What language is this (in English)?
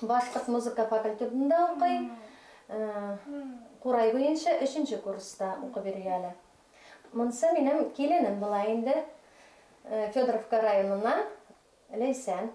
Bashkir